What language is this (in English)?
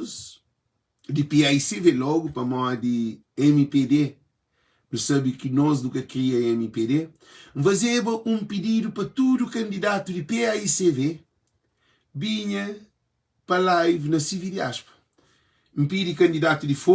Kabuverdianu